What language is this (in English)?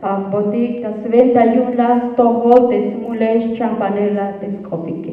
Tzeltal